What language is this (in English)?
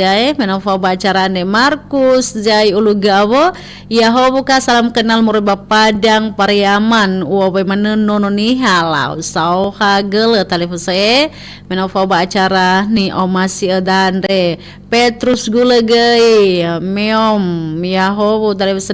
Nias